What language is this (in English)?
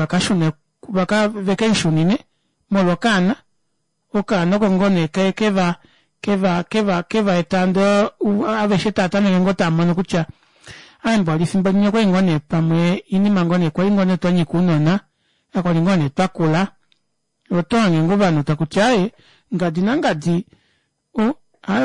Kuanyama